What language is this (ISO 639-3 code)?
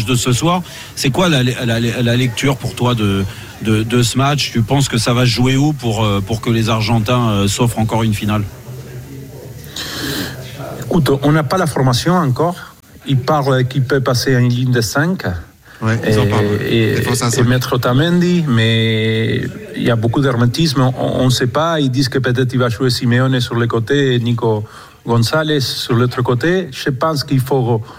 fra